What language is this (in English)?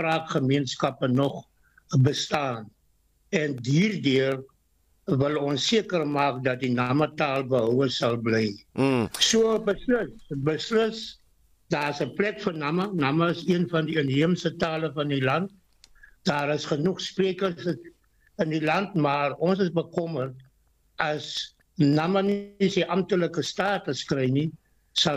Afrikaans